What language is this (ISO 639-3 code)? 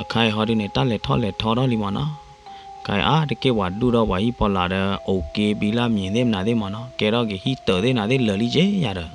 ksw